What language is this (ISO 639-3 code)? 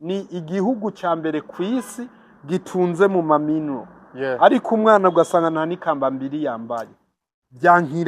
run